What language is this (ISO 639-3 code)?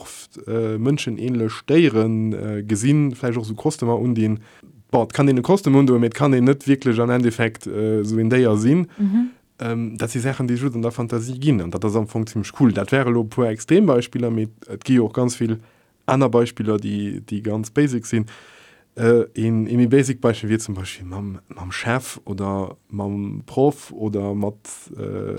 ltz